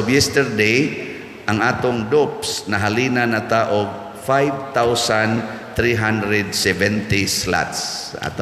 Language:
Cebuano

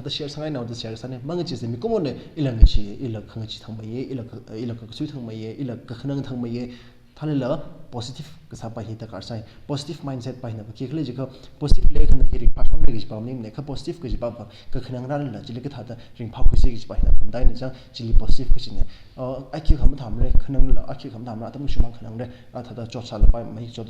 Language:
Tangkhul Naga (India)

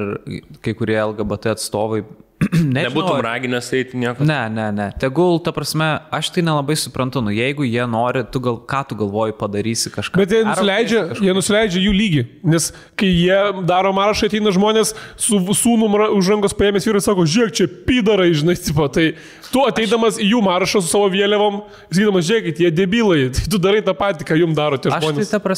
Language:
Lithuanian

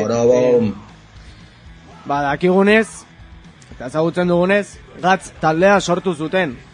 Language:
Basque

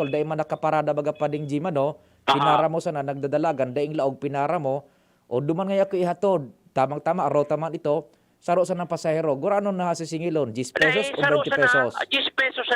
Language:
Bikol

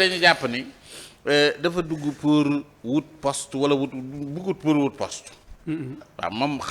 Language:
Wolof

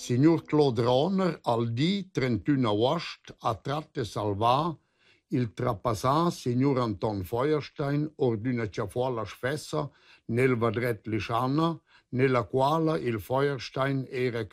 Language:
Romansh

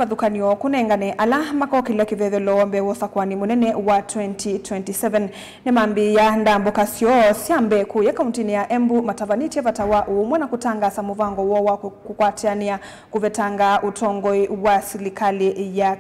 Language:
Kamba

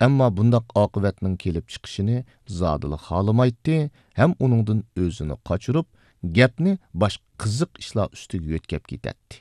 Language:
Uyghur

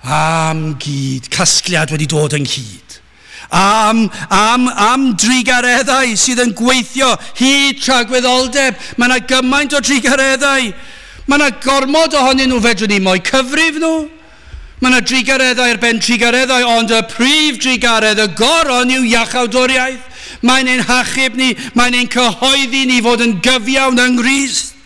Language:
Welsh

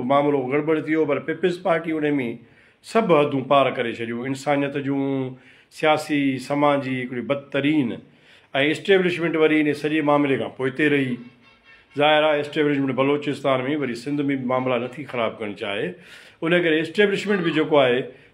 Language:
Sindhi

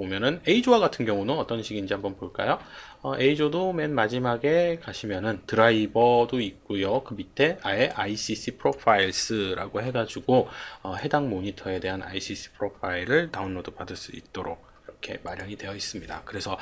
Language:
Korean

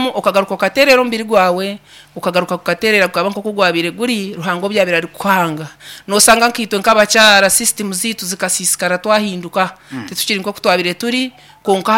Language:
Nyankole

